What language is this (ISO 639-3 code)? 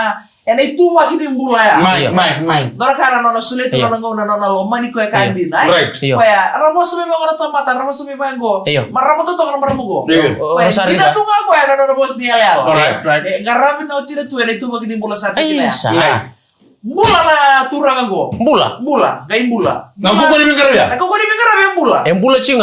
fij